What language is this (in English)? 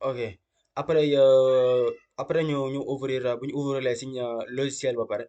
Wolof